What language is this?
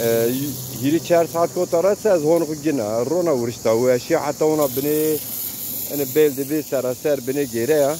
Zaza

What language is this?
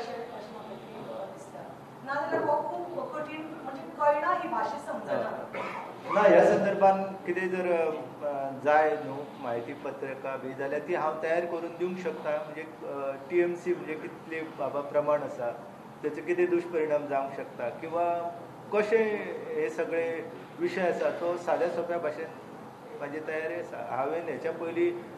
Konkani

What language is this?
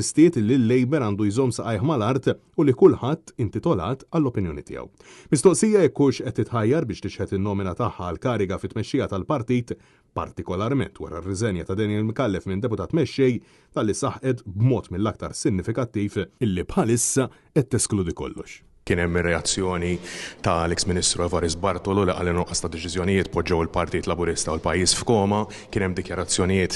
Maltese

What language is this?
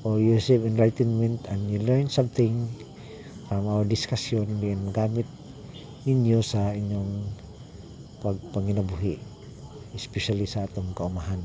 Cebuano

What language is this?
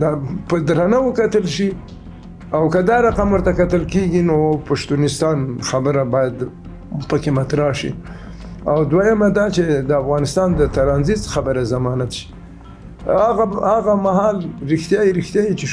Pashto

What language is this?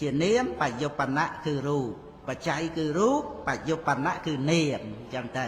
Khmer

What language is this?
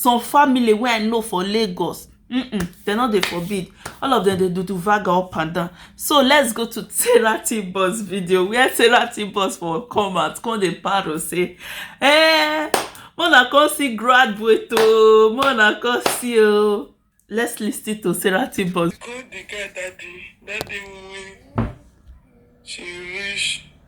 Nigerian Pidgin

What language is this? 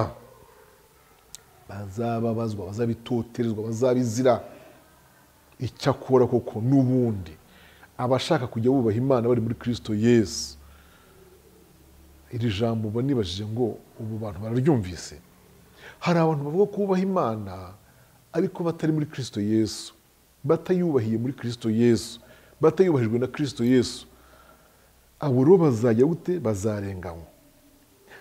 Kinyarwanda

